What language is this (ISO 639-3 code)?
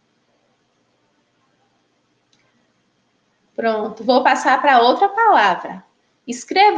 por